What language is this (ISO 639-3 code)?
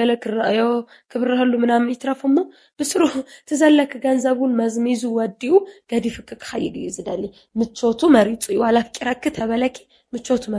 tir